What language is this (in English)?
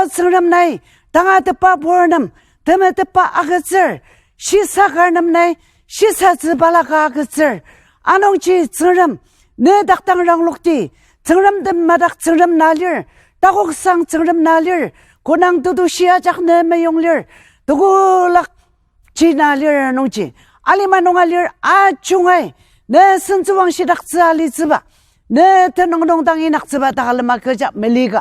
Ao Naga